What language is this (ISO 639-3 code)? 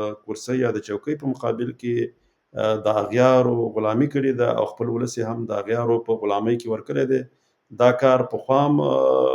pus